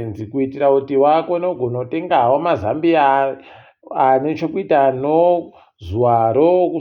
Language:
Ndau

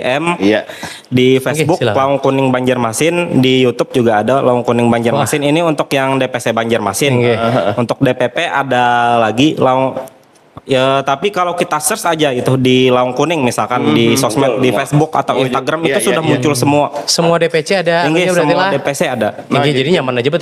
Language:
Banjar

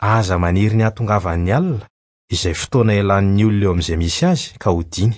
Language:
Malagasy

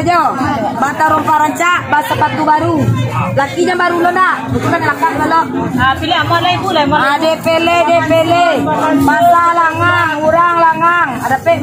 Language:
Minangkabau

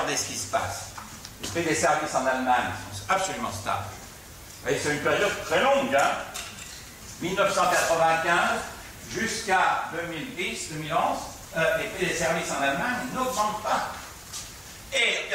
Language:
French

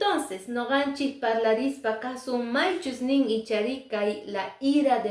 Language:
Quechua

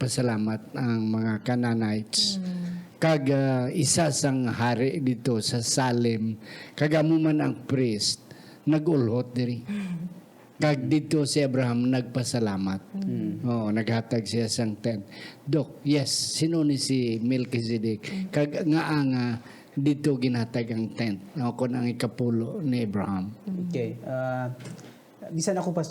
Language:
Hiligaynon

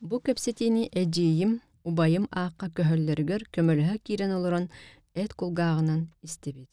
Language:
Yakut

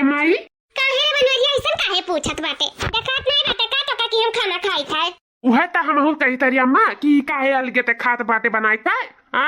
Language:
Awadhi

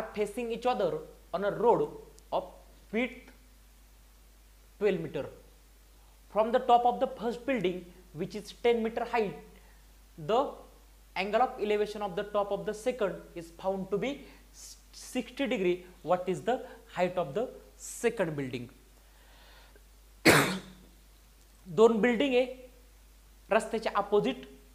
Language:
Marathi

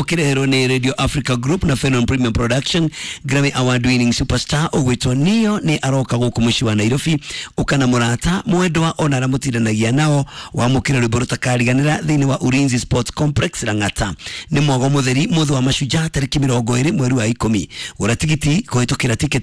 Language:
Kikuyu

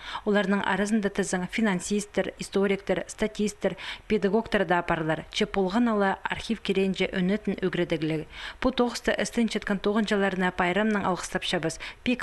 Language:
Khakas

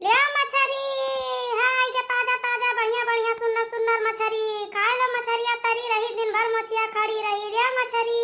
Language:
Awadhi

